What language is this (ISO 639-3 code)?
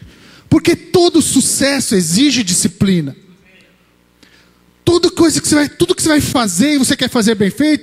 por